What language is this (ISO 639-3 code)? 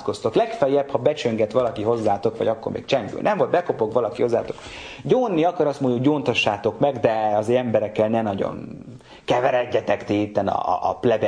hun